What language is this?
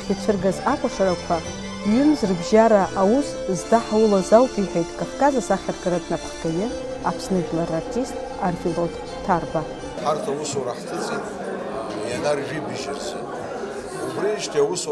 Abkhazian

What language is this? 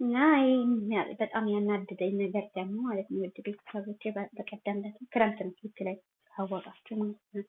Amharic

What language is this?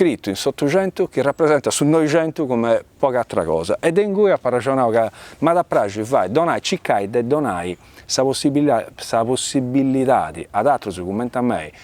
Sardinian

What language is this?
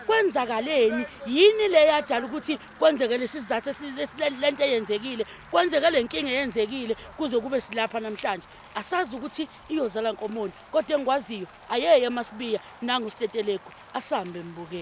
Zulu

